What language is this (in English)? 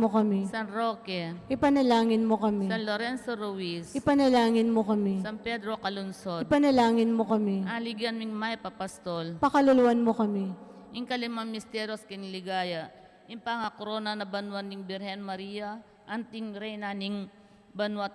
Pampanga